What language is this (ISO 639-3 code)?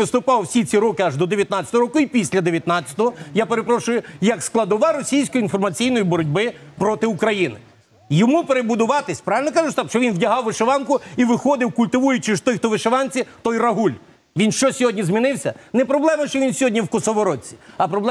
ukr